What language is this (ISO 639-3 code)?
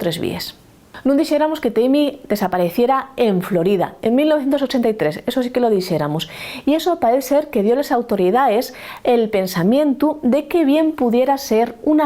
ast